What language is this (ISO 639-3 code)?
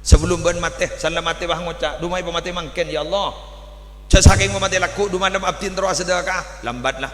mad